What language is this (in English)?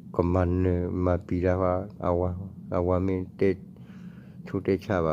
S'gaw Karen